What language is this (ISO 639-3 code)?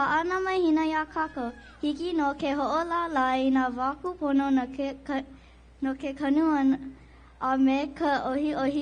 haw